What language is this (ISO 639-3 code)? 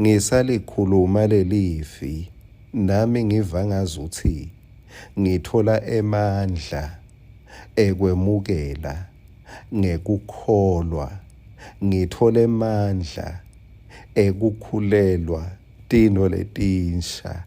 ssw